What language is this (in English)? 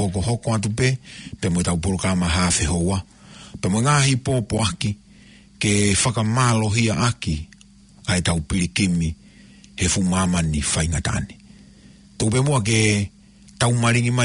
Tongan